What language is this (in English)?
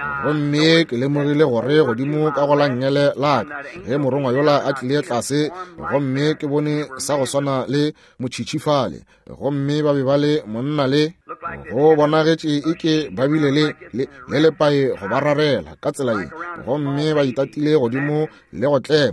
Northern Sotho